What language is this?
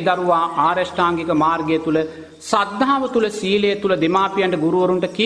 Sinhala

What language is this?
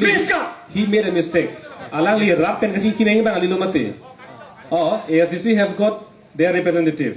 Karbi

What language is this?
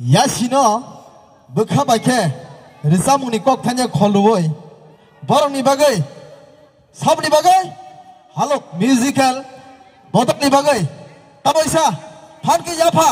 Kok Borok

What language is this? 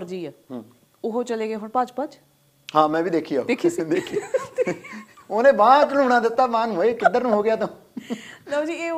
Punjabi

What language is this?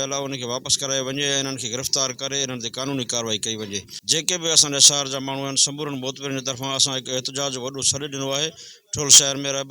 Sindhi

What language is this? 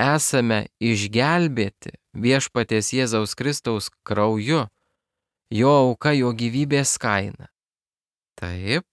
Lithuanian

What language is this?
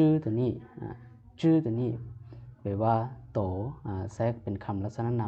Lao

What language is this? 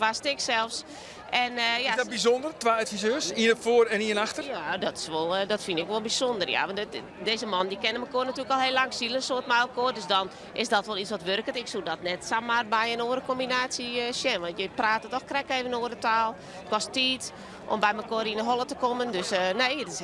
Western Frisian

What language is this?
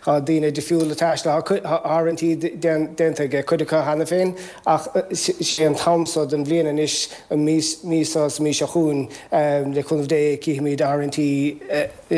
Irish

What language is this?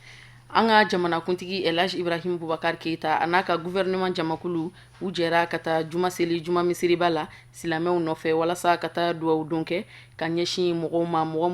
Bambara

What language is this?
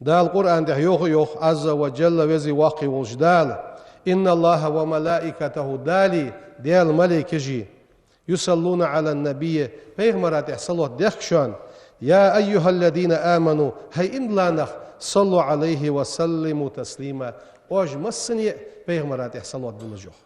Ingush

